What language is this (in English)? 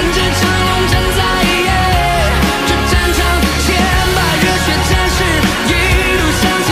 Chinese